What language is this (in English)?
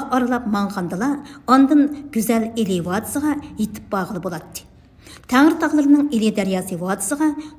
Uyghur